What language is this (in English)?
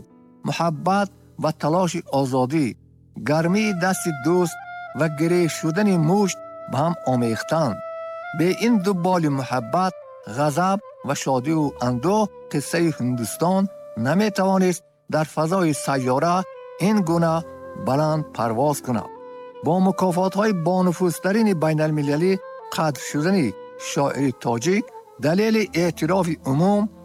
Tajik